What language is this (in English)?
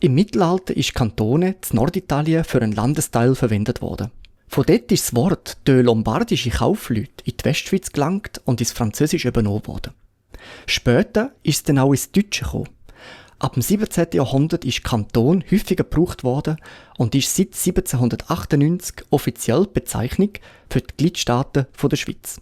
Swiss German